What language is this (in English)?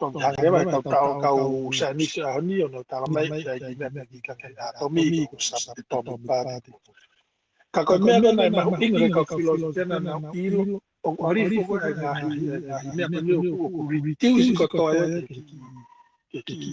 Tongan